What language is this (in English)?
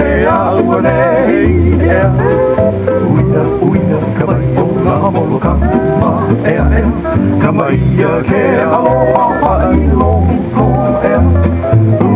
Hawaiian